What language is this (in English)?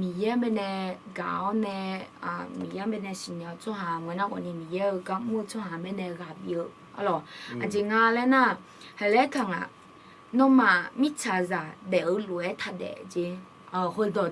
Akha